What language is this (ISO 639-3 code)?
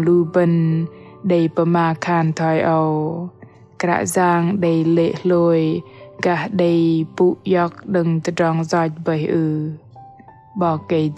bdq